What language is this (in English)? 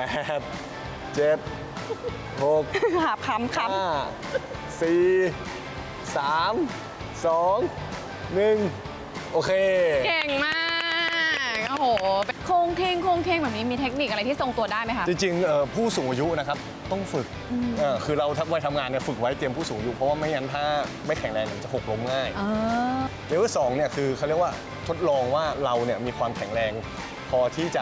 Thai